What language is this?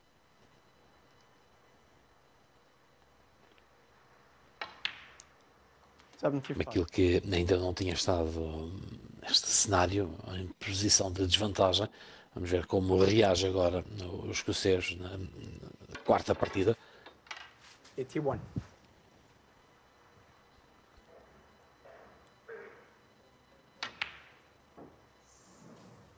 Portuguese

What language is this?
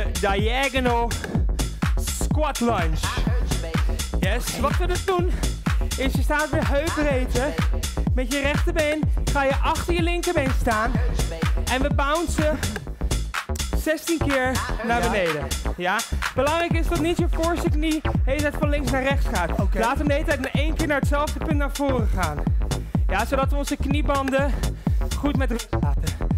Dutch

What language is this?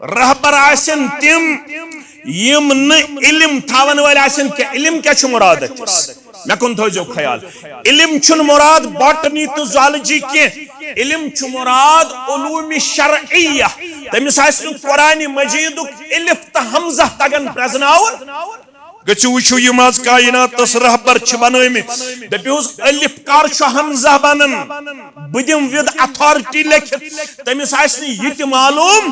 Kashmiri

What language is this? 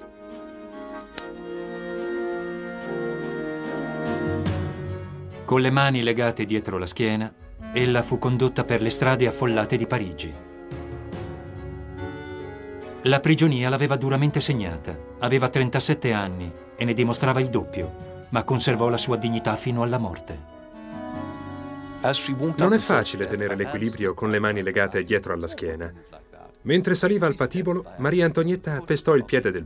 Italian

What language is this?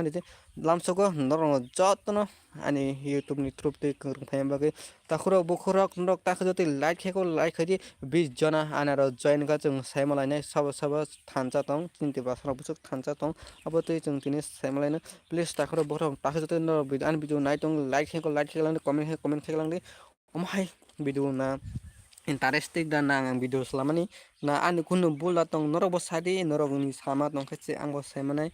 Kok Borok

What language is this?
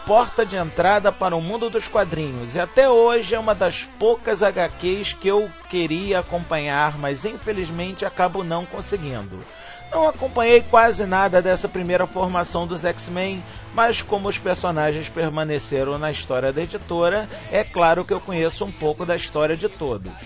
Portuguese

